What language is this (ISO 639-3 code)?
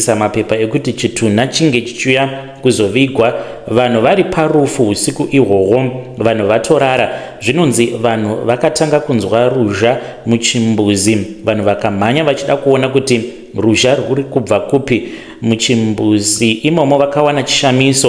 sna